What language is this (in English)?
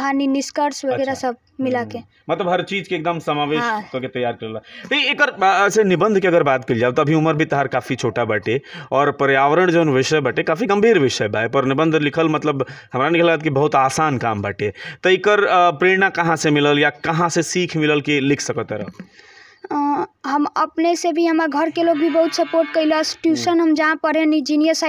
Bhojpuri